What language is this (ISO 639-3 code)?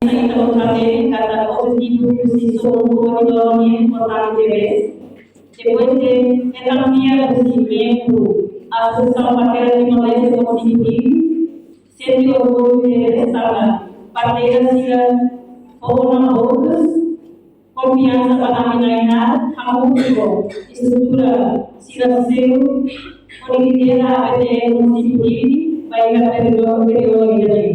tet